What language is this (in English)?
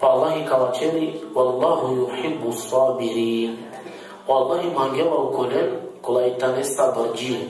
Balkan Romani